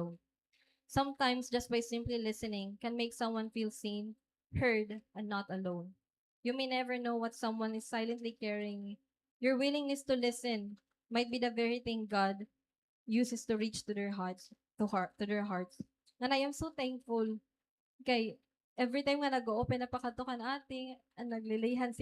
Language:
Waray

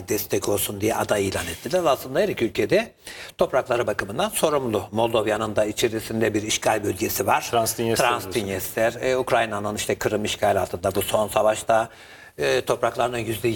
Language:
Turkish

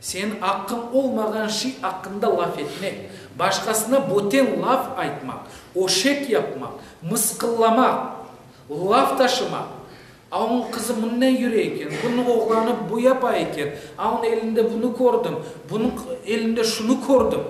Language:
Crimean Tatar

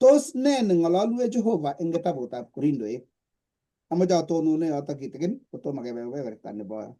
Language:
Kalenjin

